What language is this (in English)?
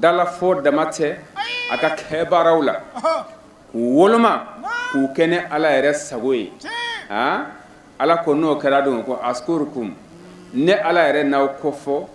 Bambara